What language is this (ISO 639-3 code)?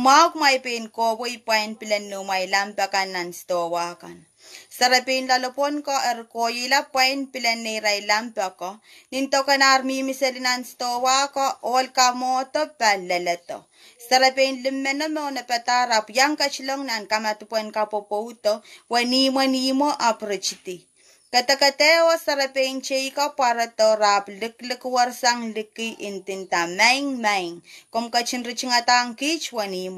pon